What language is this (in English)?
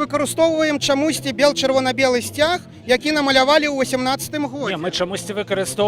Belarusian